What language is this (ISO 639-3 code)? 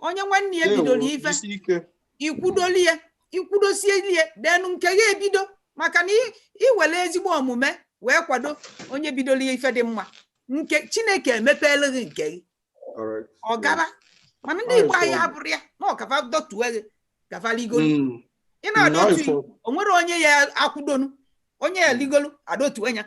ibo